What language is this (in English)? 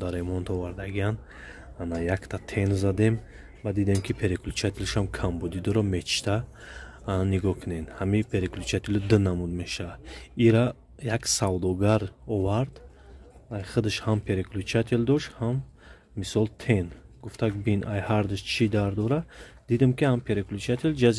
Tajik